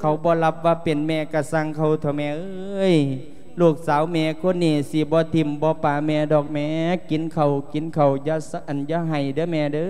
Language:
Lao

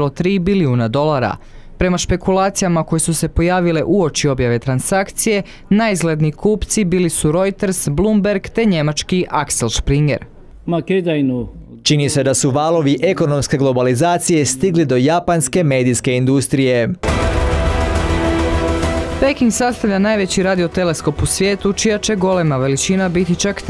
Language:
Croatian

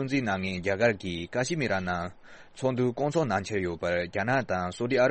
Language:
Tibetan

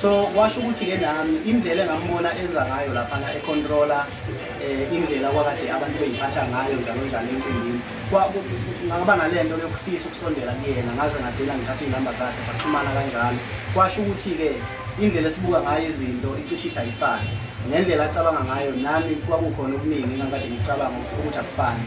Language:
Zulu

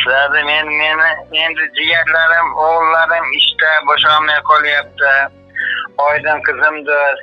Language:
Uzbek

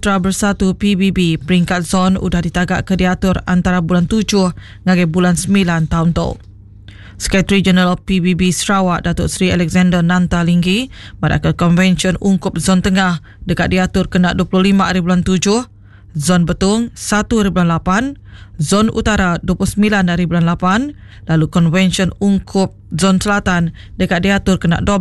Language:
Iban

